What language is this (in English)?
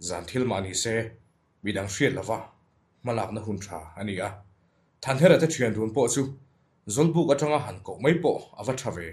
Mizo